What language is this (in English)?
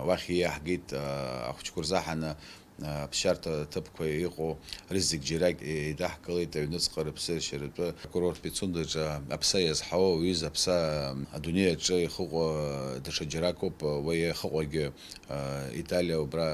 Abkhazian